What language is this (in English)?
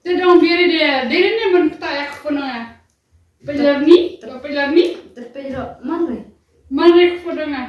Khasi